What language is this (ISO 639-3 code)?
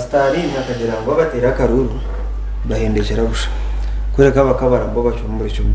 nyn